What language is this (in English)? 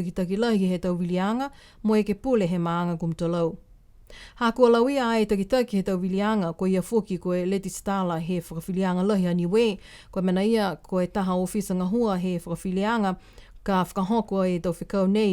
Niuean